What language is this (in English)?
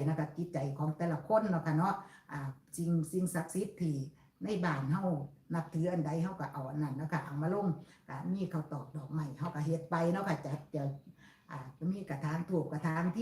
Northeastern Thai